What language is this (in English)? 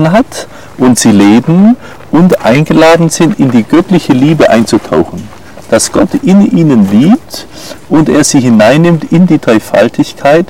German